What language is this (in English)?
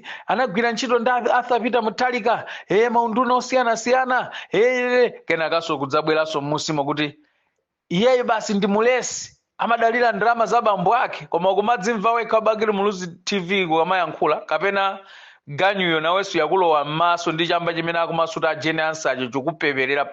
Nyanja